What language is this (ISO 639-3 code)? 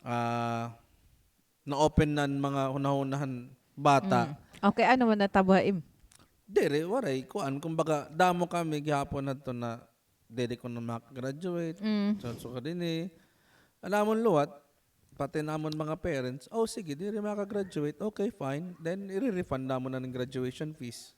war